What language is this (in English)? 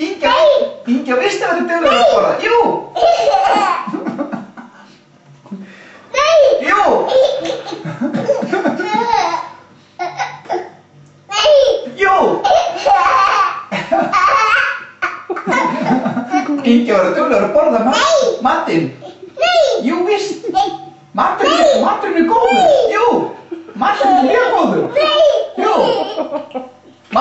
Icelandic